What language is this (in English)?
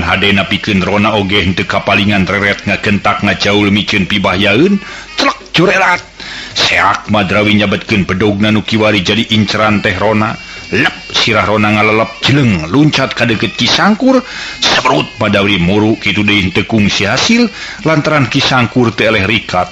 Sundanese